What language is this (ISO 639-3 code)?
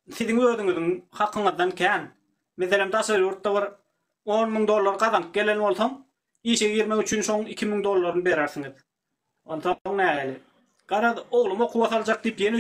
tuk